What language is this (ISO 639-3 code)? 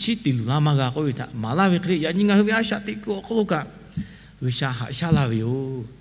lhu